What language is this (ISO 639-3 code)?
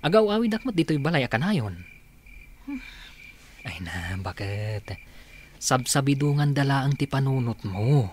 ilo